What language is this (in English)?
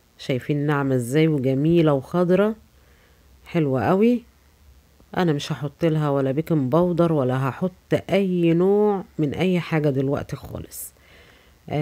Egyptian Arabic